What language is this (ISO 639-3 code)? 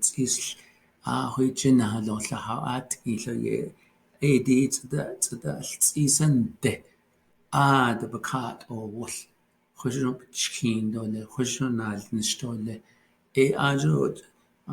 nav